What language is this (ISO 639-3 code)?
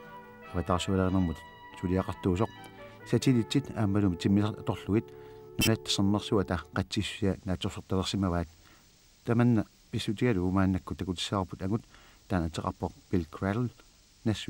kal